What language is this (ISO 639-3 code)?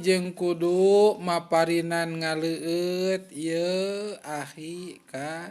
sun